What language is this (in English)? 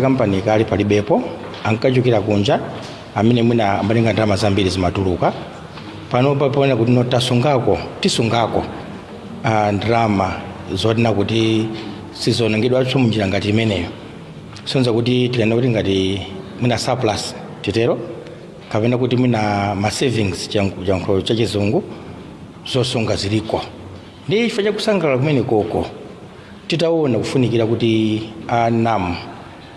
Nyanja